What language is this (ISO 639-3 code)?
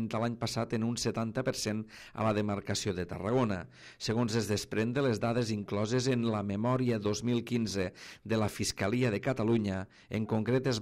cat